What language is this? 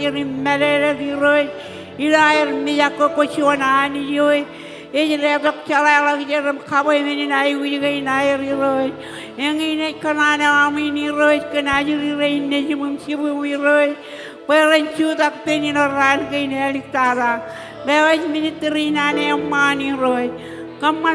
Marshallese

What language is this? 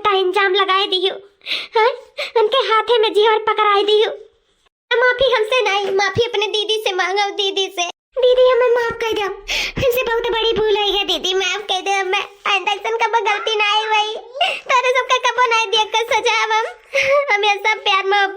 Awadhi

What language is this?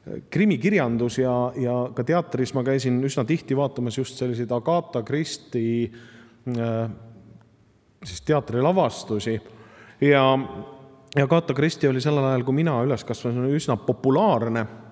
Estonian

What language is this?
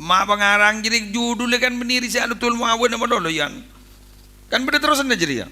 Madurese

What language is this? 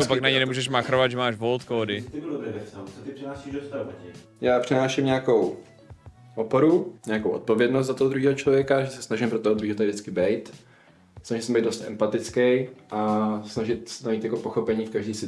Czech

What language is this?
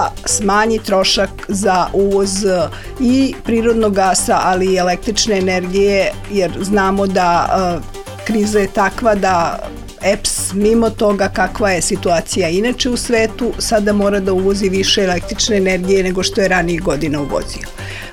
Serbian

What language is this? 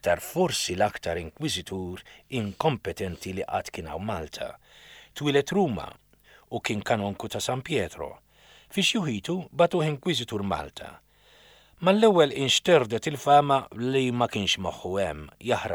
Maltese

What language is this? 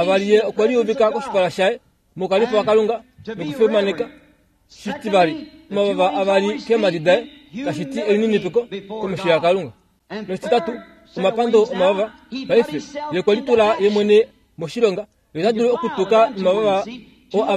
Kuanyama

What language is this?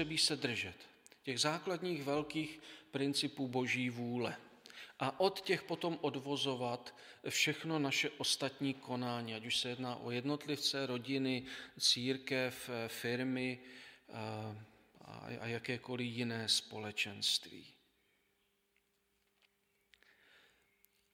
Czech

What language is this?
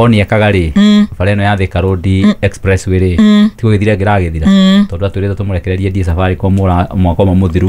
Kikuyu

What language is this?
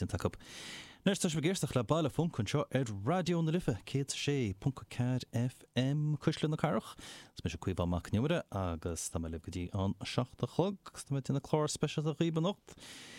Irish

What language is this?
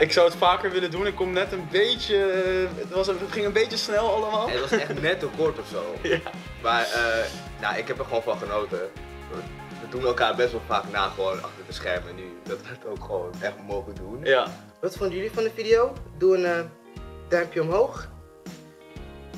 Dutch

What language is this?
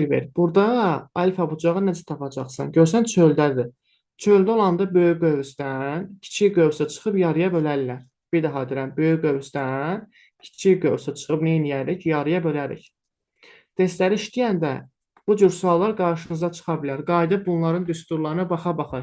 Azerbaijani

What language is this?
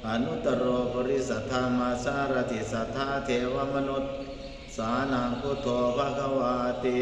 Pali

